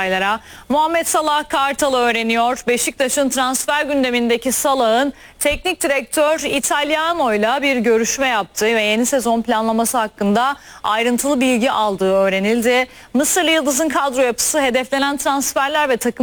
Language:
Turkish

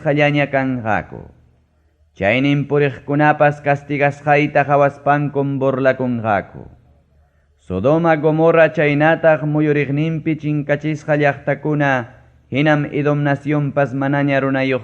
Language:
Ayacucho Quechua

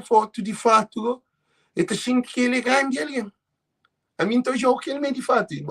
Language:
Kabuverdianu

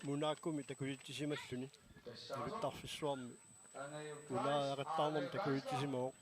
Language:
Kalaallisut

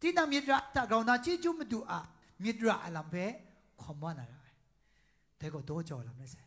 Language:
Kachin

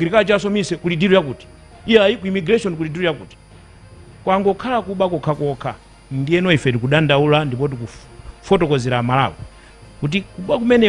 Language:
Nyanja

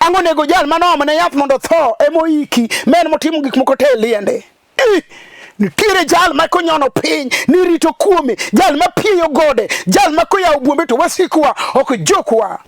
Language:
Luo (Kenya and Tanzania)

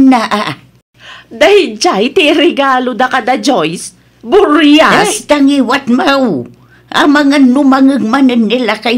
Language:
Iloko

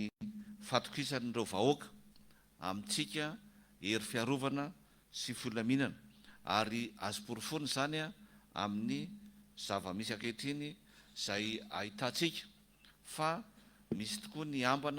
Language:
Malagasy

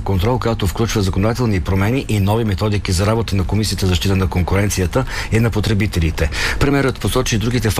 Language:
Bulgarian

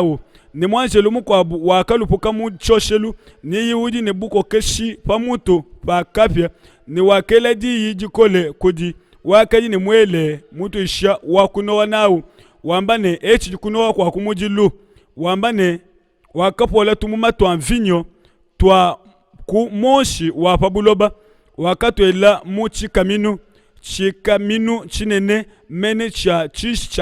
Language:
Luba-Lulua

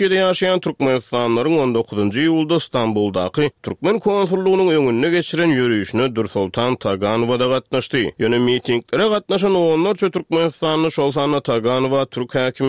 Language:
Turkmen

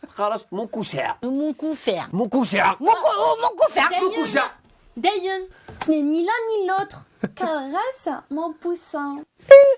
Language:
Kabyle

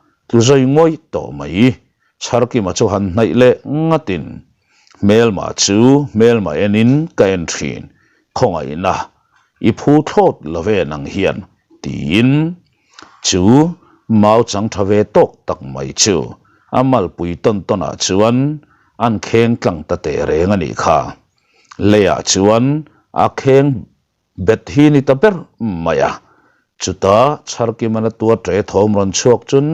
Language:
Mizo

